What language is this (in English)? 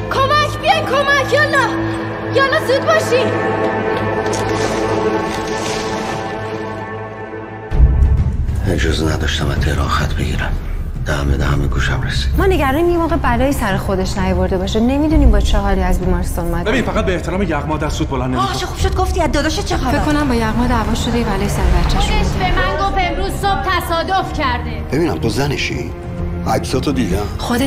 Persian